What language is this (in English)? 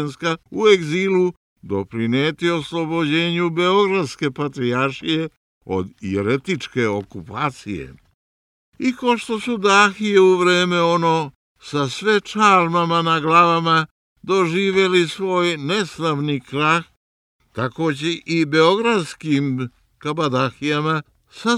Serbian